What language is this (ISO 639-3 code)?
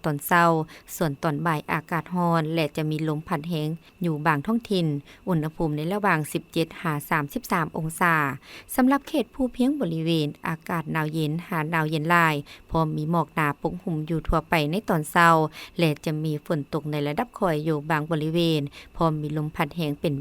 lao